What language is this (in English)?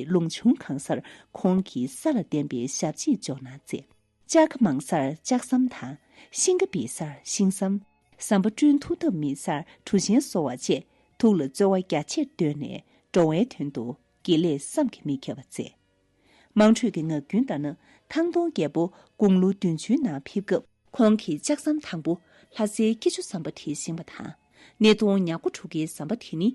Tibetan